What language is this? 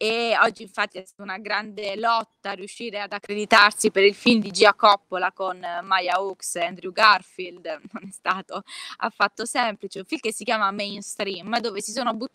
Italian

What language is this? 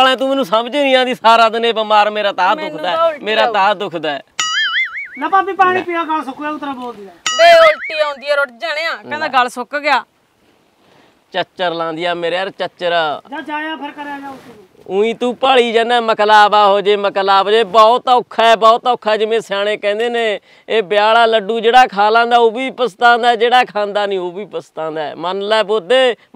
Punjabi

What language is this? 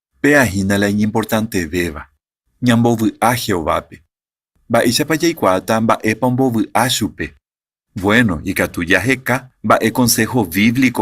Guarani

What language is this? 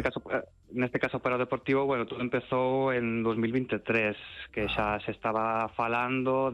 Galician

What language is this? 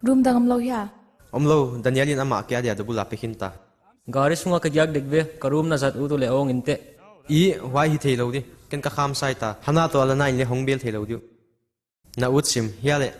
Paite Chin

